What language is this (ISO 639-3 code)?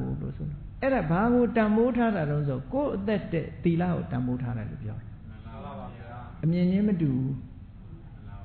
mya